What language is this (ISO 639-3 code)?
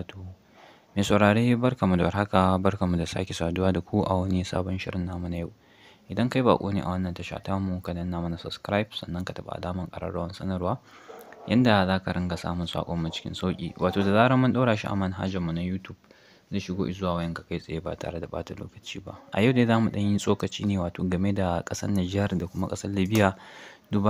hau